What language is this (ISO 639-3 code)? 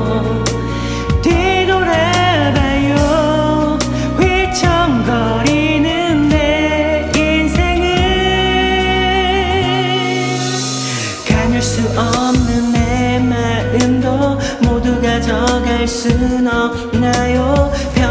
kor